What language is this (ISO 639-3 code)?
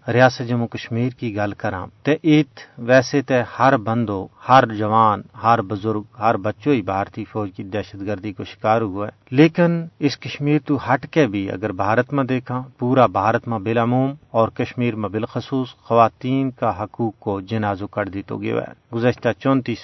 gju